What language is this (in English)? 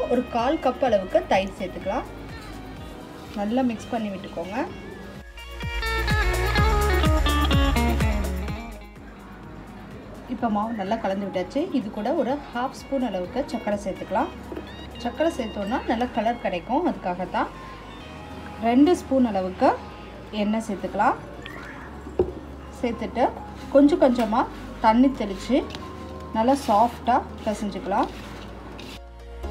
Tamil